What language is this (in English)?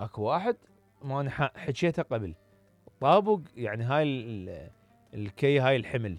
Mesopotamian Arabic